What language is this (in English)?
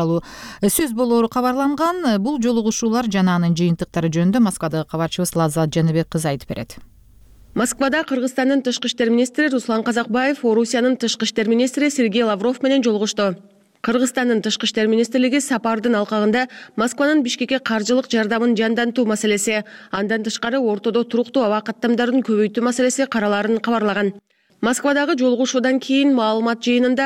Kyrgyz